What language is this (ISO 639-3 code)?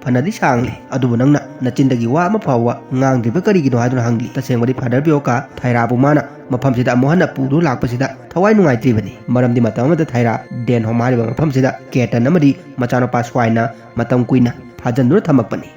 mni